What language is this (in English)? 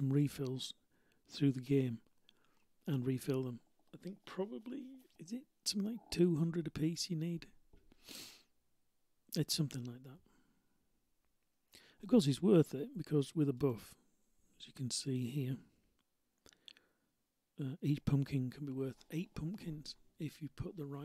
English